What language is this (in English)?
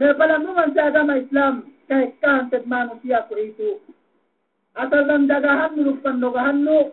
Yakan